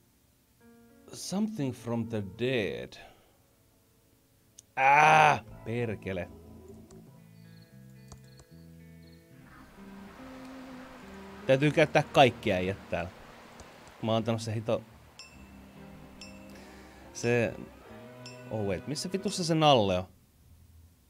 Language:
Finnish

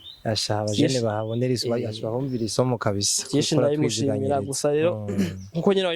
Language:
Rundi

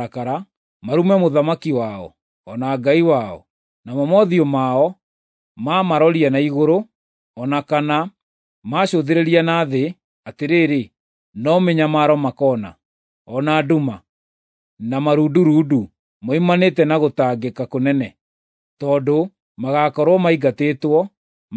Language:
Kikuyu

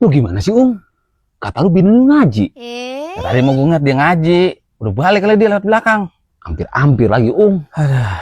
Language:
Betawi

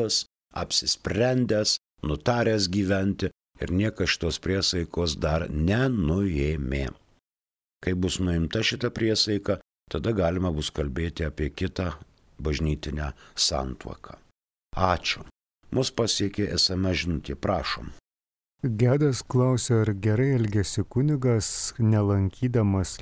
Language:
Lithuanian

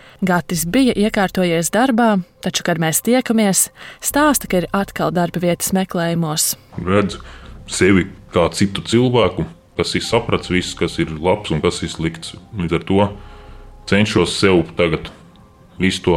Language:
Latvian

